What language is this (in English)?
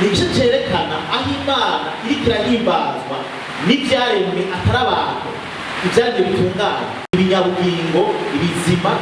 Rundi